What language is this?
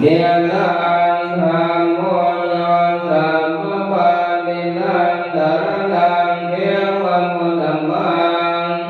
Pali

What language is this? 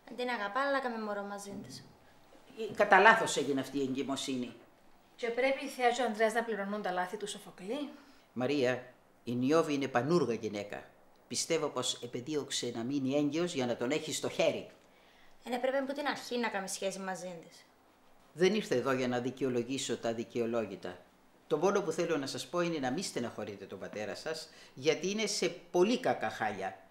Greek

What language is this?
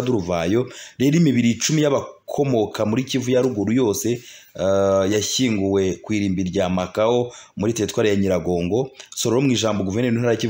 Kinyarwanda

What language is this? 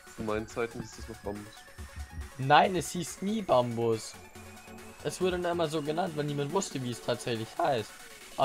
German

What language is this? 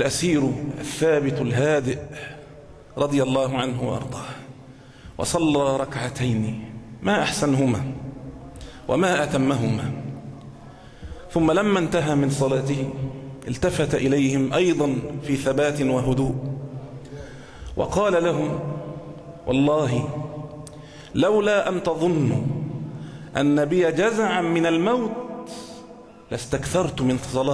Arabic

